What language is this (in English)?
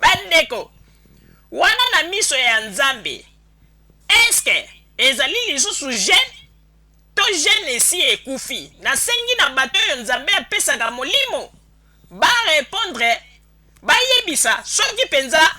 Lingala